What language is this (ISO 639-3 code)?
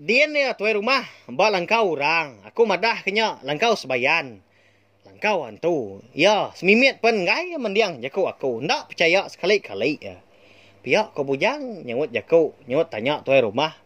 iba